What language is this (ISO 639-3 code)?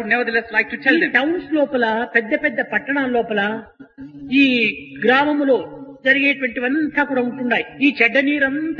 tel